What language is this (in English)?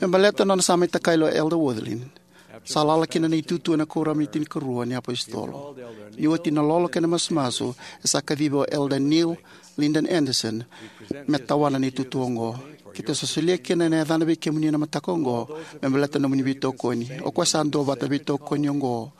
Fijian